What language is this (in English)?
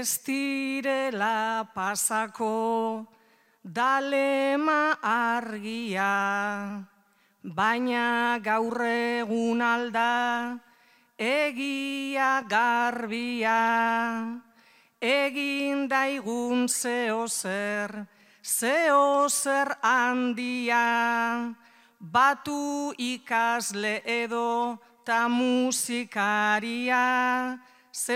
Basque